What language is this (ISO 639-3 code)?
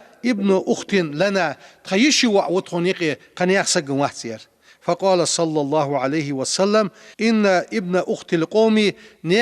inh